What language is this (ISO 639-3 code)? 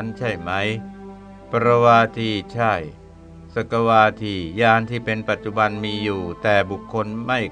tha